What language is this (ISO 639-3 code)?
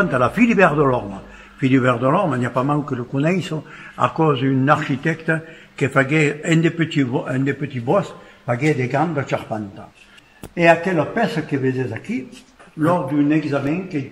oci